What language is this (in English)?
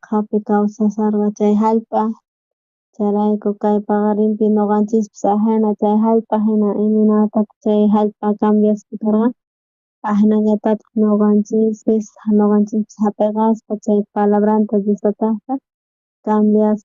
South Bolivian Quechua